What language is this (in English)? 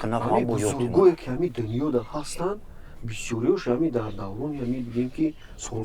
Tajik